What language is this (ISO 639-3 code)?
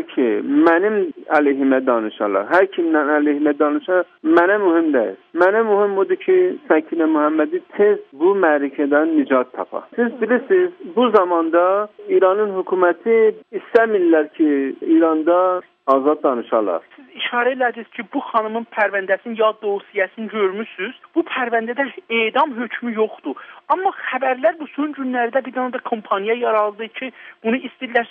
azb